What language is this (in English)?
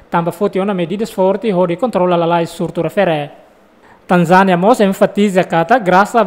Tetum